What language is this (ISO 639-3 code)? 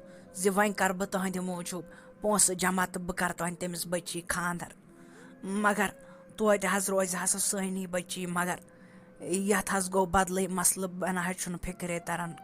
kas